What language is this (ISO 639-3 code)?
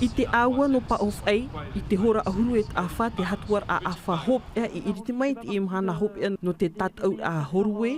tah